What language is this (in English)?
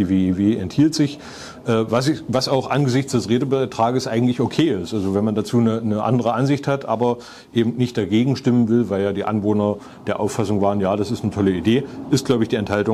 German